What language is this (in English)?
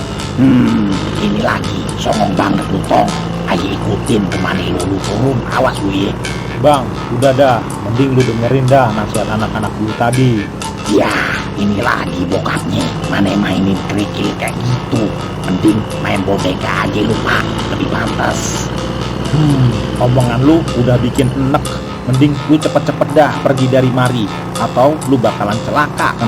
Betawi